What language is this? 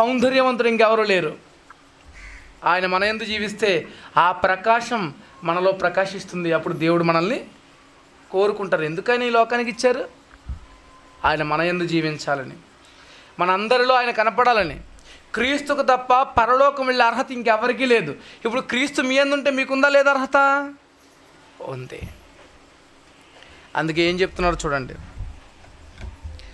Telugu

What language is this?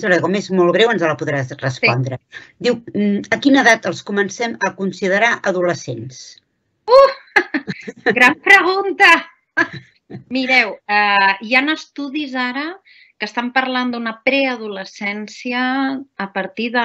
Catalan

